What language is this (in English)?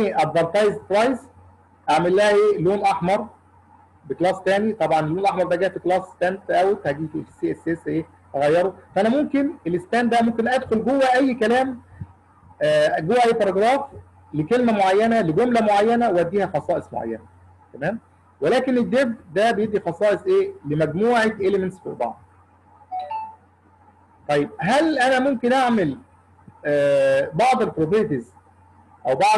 Egyptian Arabic